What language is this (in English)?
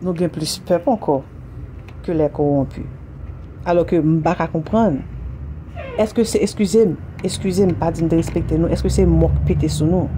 Haitian Creole